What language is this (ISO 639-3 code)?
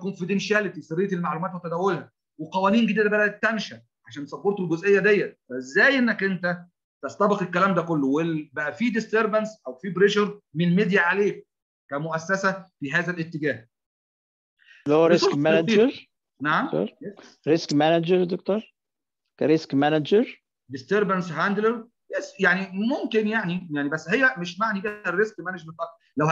arz